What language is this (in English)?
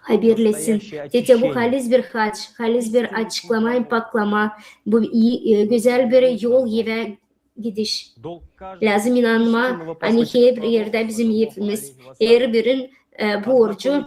Gagauz